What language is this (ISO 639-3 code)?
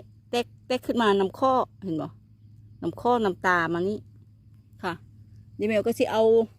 lao